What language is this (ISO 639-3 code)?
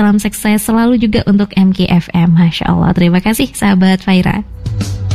ind